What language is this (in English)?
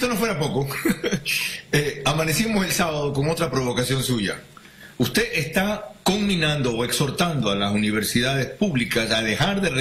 Spanish